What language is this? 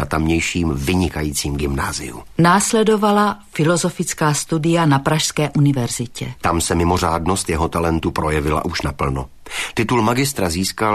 Czech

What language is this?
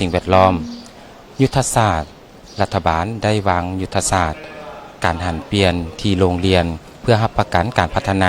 Lao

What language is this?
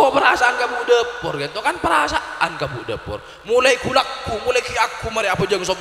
Madurese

